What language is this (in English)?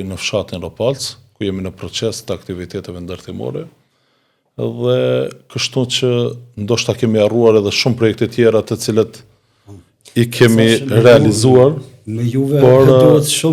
Albanian